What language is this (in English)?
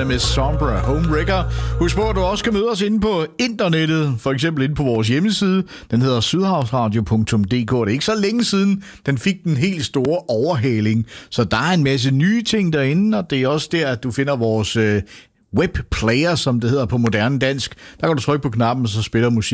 Danish